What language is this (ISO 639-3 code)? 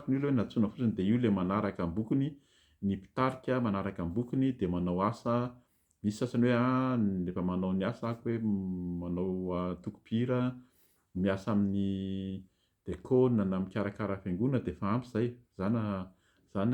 mlg